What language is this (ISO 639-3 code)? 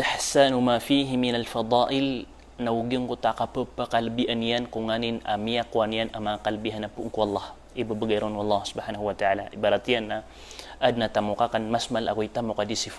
mrw